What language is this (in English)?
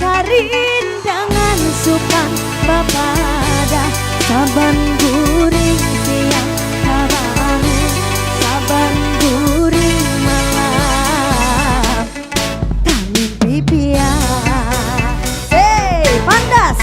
Banjar